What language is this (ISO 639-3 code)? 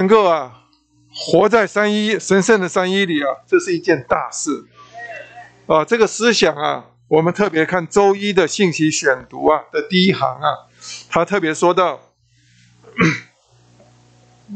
zho